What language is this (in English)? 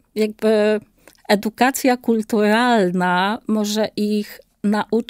Polish